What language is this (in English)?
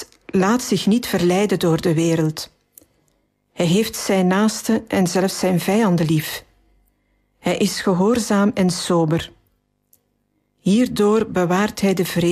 Dutch